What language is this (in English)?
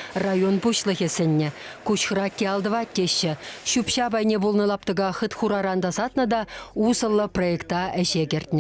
Chuvash